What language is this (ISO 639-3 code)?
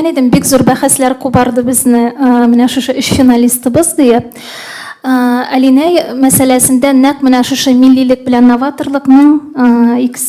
tat